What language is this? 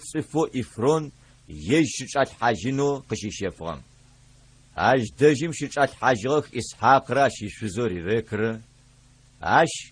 Adyghe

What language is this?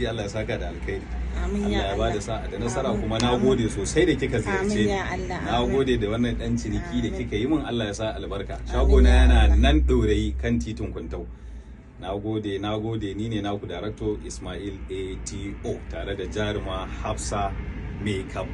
Hausa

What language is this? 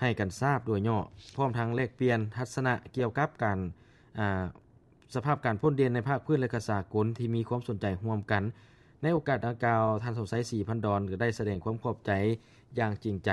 Lao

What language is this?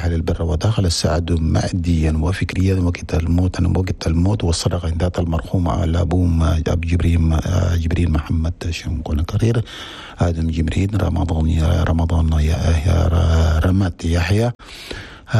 Chadian Arabic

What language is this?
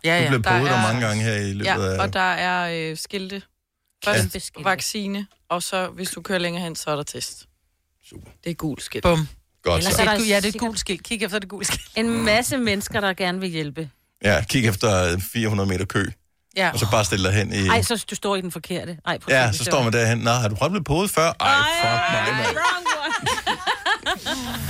Danish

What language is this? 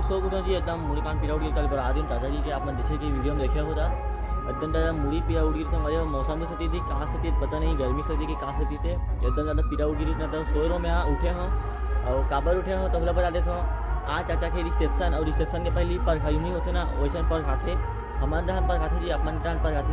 Chhattisgarhi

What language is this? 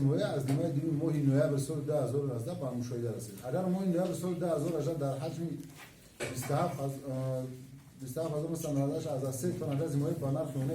Tajik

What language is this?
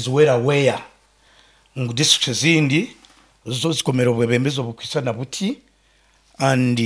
Nyankole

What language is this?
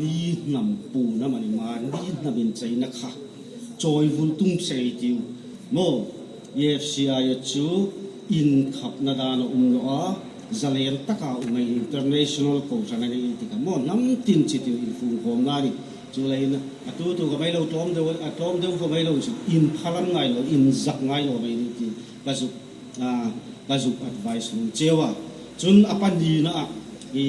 Hmar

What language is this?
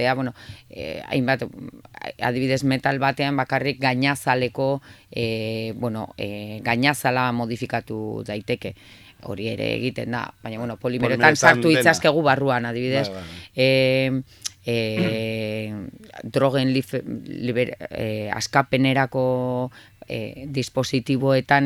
Basque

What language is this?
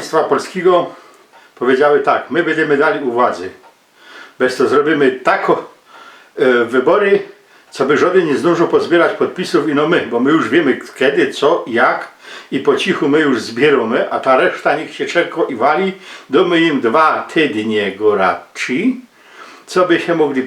Silesian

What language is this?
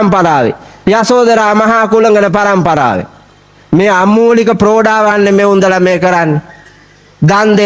Sinhala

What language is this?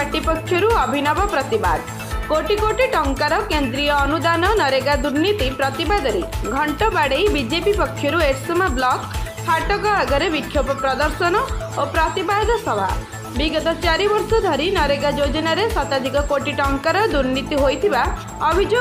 Odia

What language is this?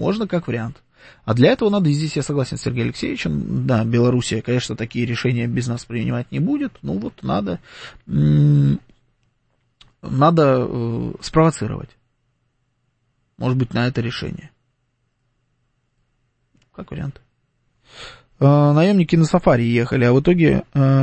Russian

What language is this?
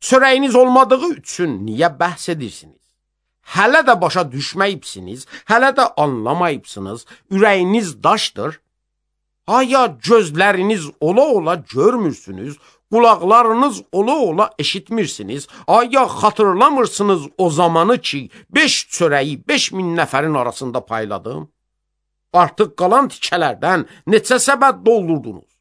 Azerbaijani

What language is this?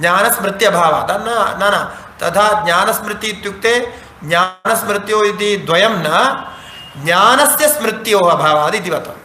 Sanskrit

